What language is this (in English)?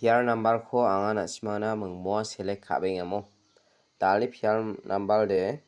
Garo